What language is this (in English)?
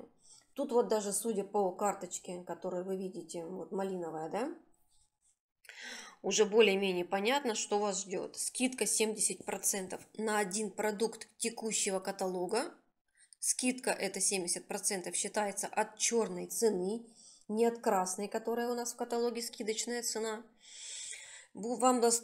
Russian